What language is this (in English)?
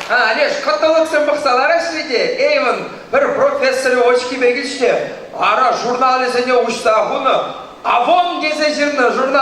Chuvash